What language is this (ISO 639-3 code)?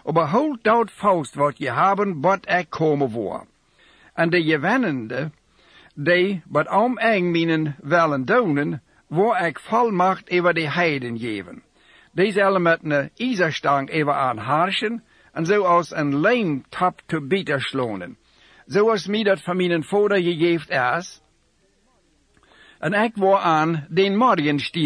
pdt